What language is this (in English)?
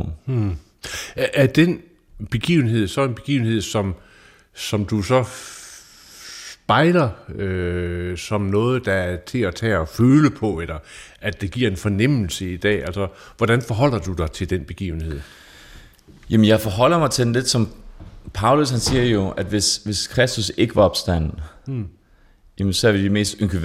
Danish